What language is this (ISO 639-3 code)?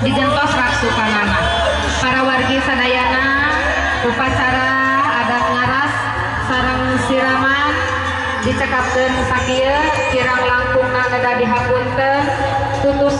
sun